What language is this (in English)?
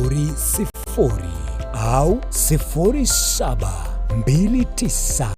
Gusii